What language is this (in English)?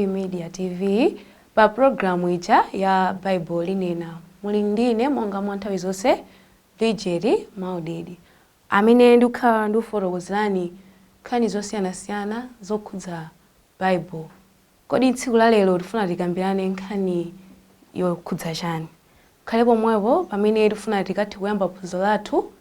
Nyanja